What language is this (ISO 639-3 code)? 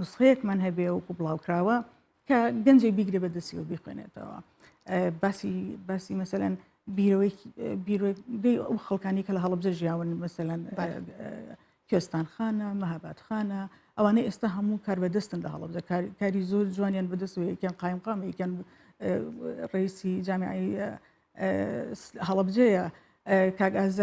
ckb